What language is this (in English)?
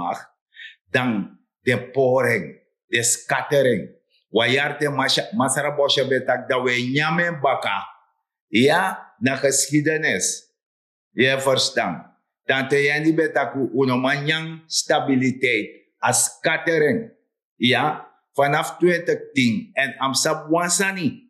Sranan Tongo